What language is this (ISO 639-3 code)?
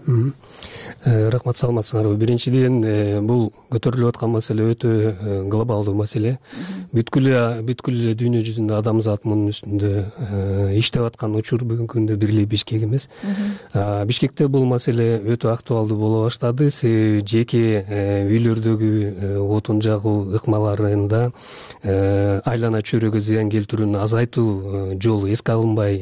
kir